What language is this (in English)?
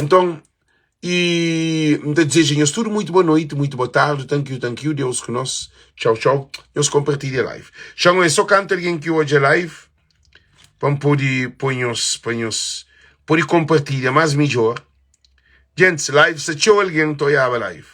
Kabuverdianu